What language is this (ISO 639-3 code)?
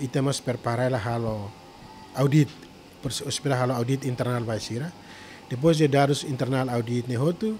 tet